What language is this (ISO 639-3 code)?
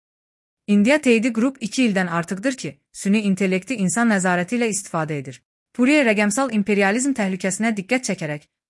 aze